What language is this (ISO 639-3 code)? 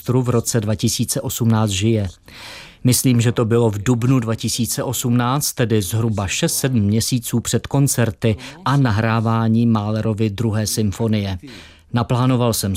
ces